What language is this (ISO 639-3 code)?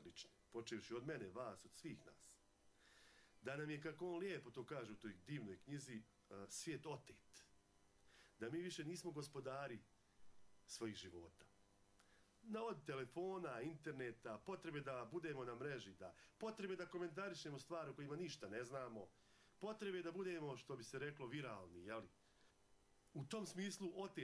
bos